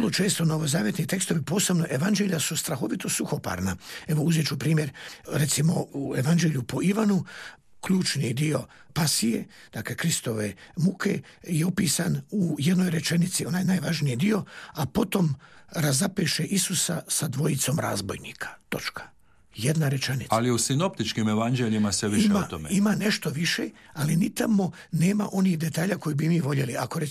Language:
Croatian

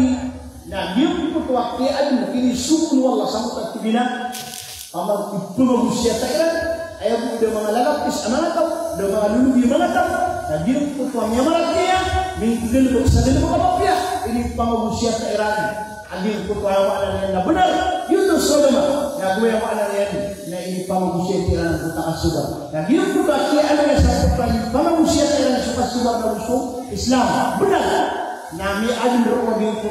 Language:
Maranao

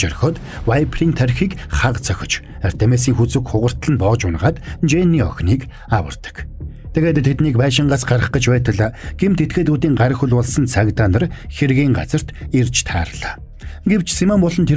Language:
Mongolian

